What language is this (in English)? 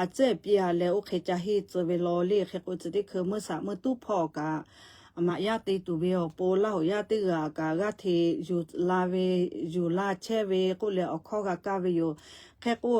Lahu